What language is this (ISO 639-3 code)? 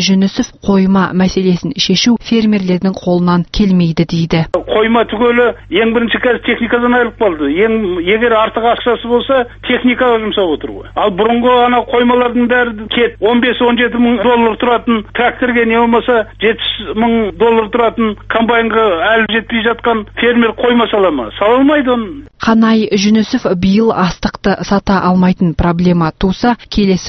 kaz